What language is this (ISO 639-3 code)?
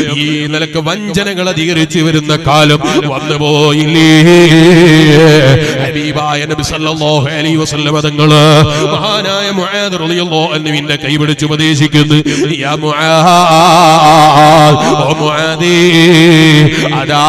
mal